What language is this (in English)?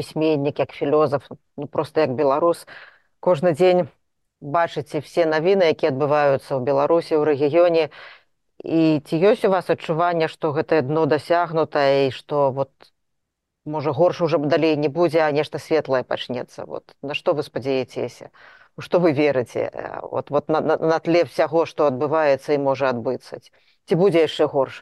Belarusian